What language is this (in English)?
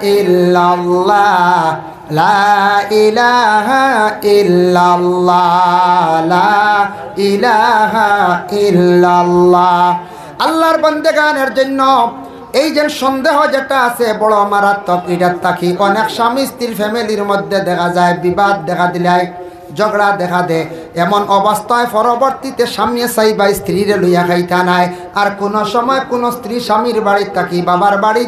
Sylheti